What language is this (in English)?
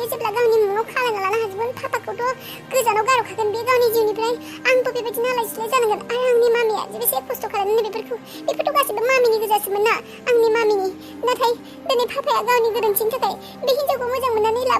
Bodo